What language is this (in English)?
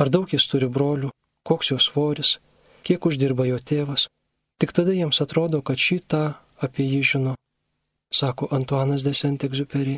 Lithuanian